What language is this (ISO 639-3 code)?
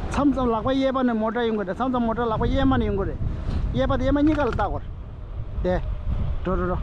bod